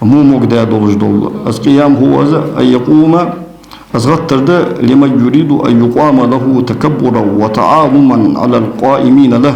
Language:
Ingush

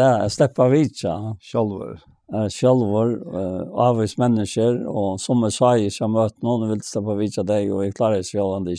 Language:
Faroese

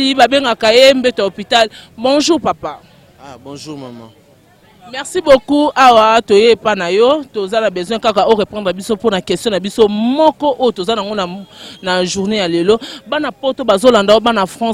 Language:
Lingala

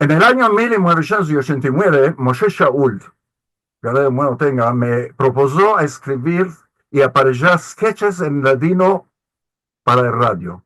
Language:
Ladino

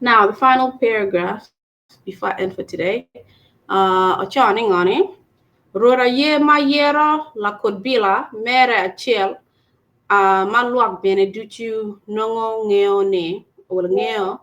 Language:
Acoli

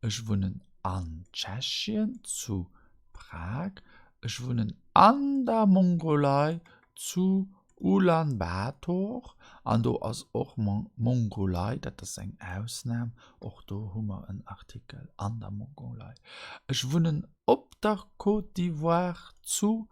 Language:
Luxembourgish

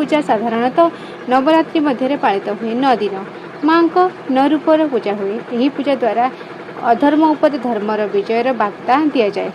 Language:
Odia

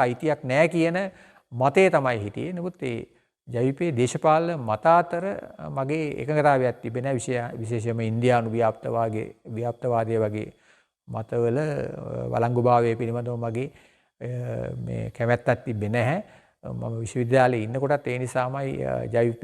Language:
Sinhala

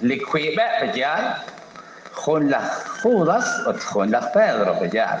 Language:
Kekchí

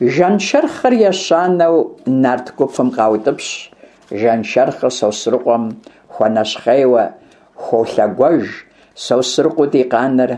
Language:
Kabardian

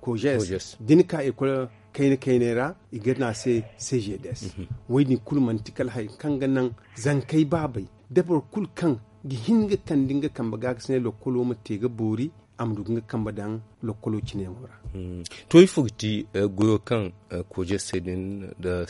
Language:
Zarma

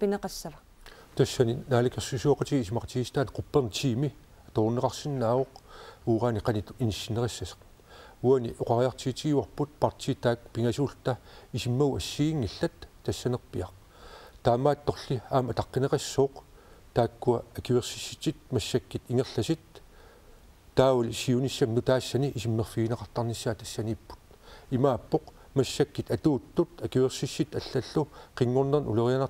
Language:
Kalaallisut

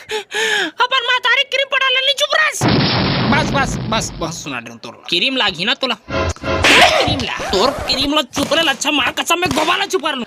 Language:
Chhattisgarhi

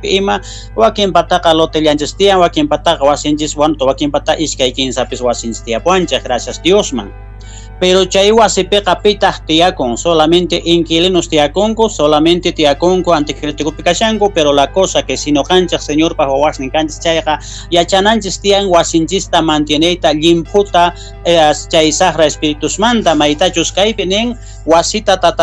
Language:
South Bolivian Quechua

